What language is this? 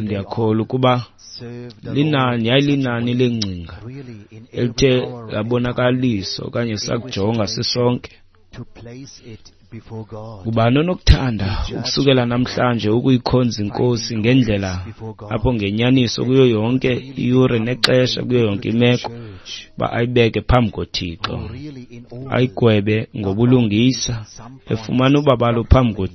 Xhosa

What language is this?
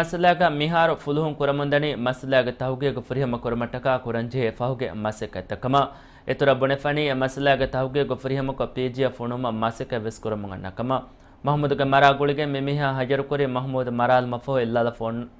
Divehi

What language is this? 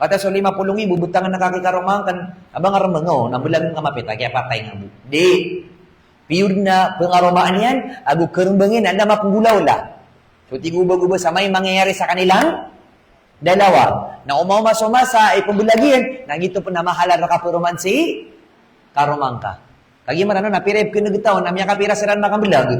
Maranao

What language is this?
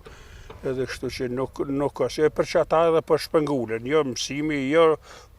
Albanian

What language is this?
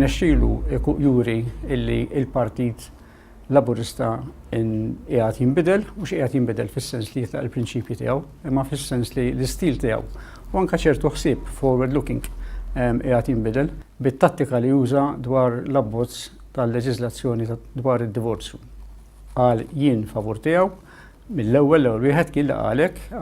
Maltese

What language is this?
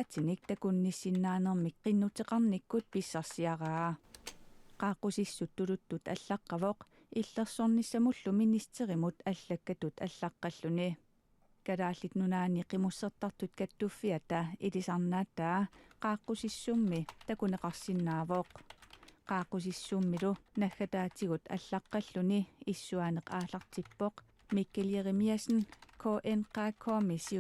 Kalaallisut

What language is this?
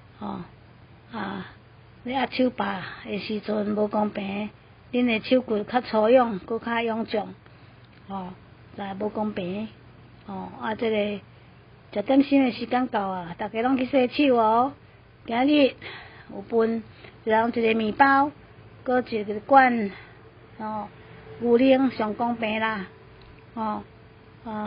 Min Nan Chinese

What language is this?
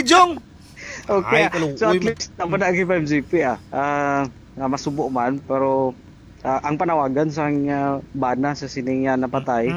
Hiligaynon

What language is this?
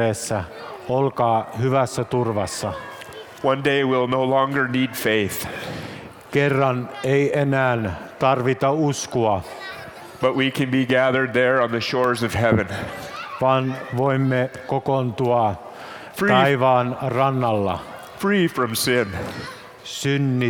Finnish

